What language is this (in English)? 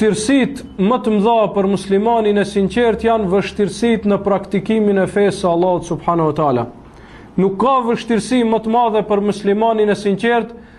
Albanian